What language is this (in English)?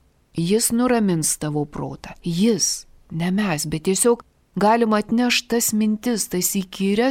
Lithuanian